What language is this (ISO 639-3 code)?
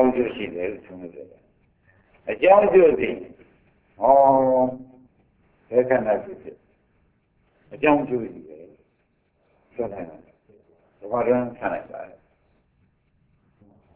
mya